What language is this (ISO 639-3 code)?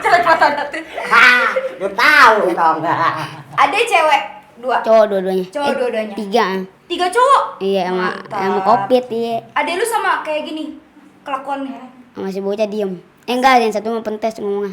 bew